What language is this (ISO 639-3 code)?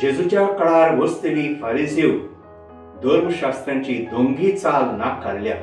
kok